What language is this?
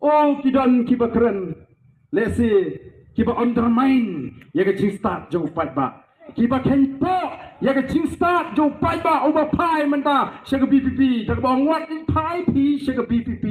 Khasi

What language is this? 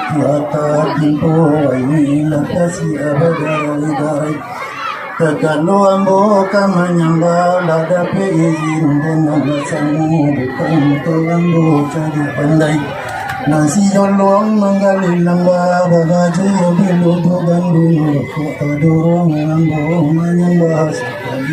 Minangkabau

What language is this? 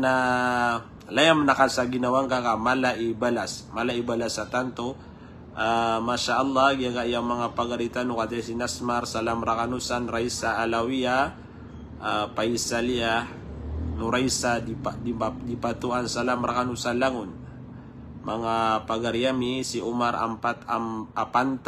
Maranao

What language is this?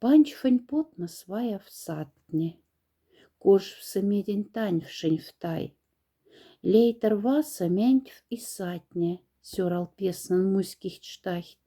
Moksha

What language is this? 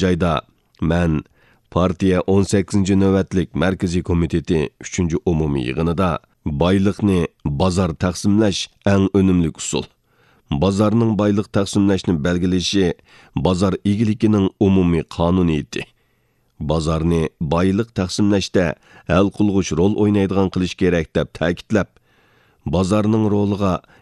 Uyghur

